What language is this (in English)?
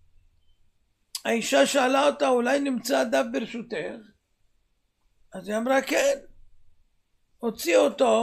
Hebrew